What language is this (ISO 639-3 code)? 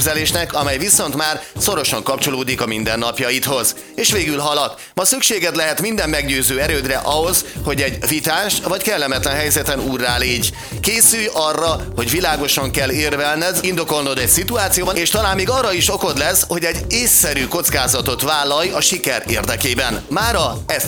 hun